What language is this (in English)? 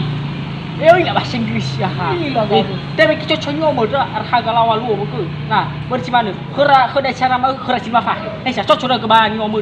Nias